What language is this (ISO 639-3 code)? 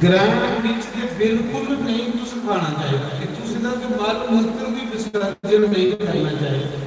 doi